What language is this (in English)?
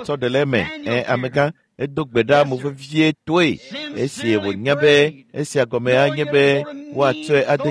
Ewe